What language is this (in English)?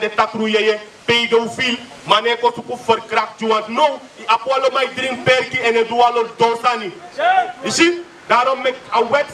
Sranan Tongo